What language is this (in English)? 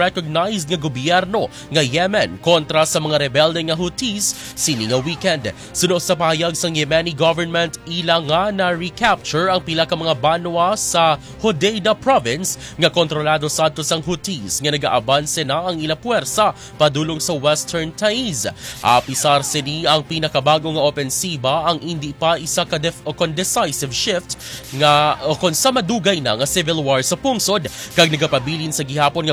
Hiligaynon